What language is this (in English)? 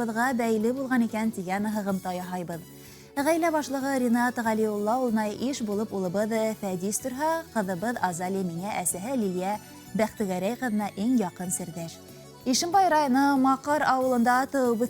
Bashkir